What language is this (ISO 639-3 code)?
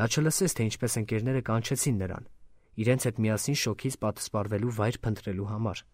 hye